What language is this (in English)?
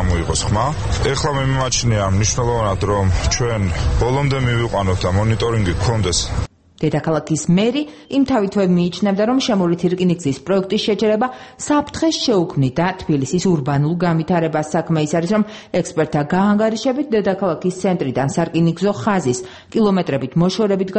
Georgian